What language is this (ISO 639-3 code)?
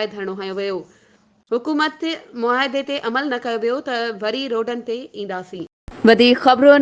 snd